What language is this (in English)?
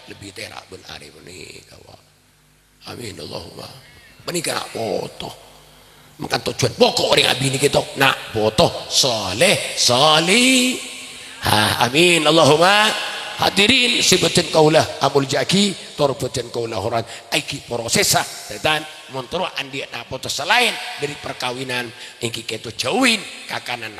Madurese